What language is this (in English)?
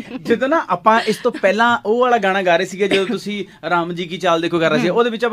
Punjabi